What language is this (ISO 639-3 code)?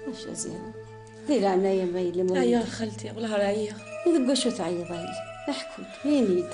kab